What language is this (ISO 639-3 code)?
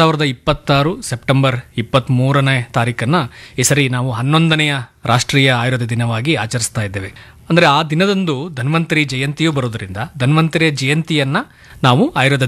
kan